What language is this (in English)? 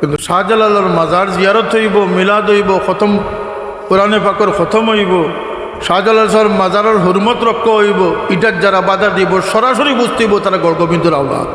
Sylheti